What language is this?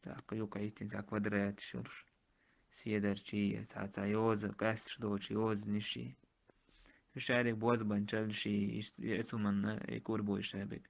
Chechen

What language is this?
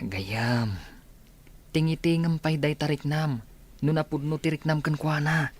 Iloko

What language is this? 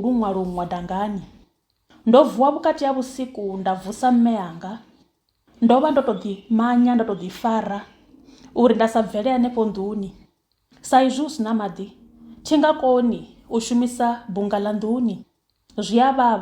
Venda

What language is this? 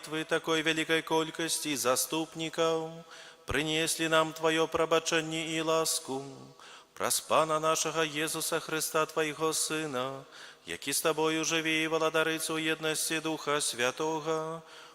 Belarusian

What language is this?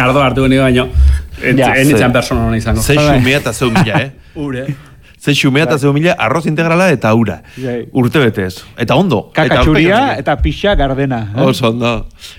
Basque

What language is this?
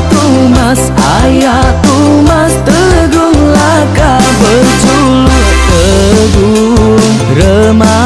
Iban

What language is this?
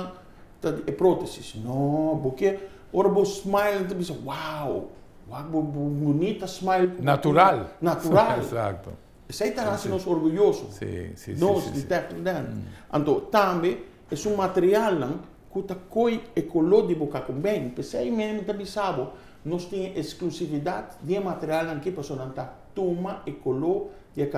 Papiamento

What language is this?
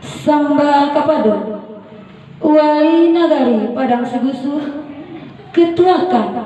Minangkabau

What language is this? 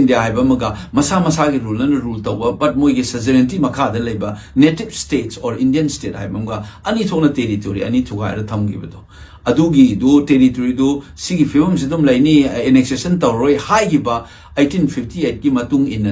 Manipuri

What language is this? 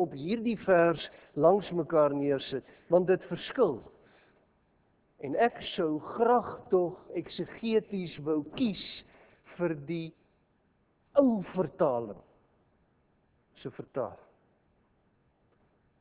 Afrikaans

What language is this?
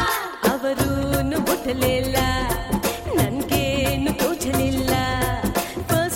Kannada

